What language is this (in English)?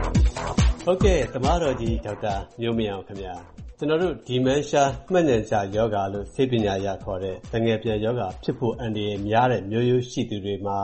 Burmese